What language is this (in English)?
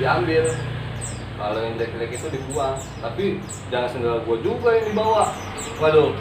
Betawi